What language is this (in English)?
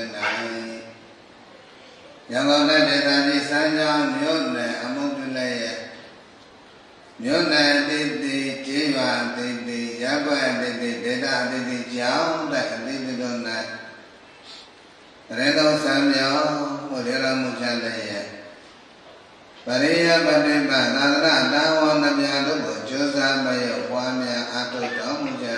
Burmese